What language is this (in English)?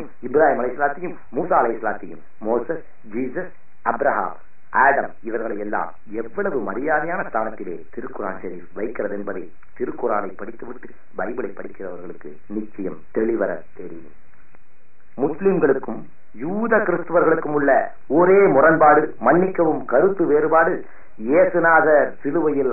Tamil